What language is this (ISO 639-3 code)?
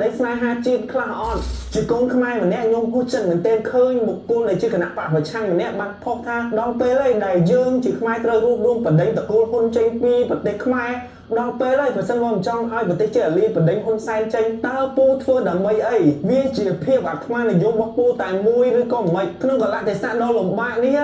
khm